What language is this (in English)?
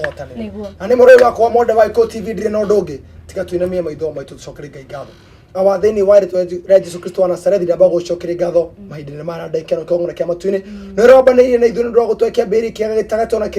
Kikuyu